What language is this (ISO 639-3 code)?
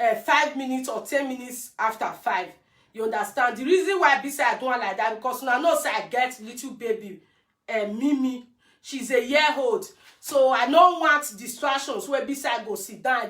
pcm